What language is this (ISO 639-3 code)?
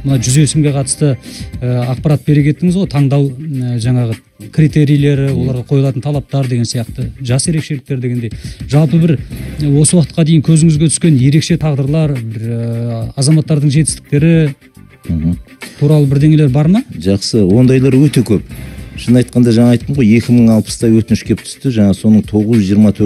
kaz